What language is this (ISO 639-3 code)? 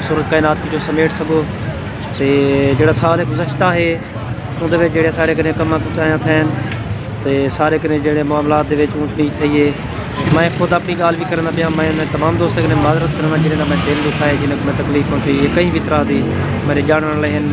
skr